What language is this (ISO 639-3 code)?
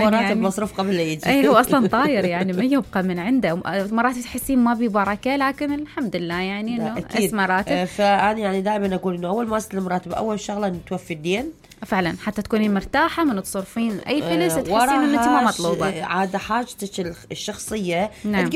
acm